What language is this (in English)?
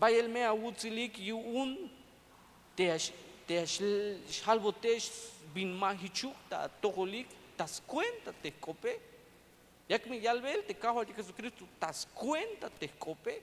Tzeltal